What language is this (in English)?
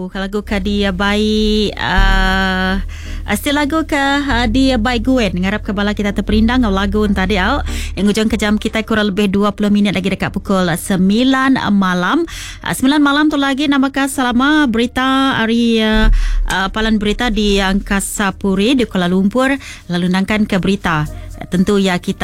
Iban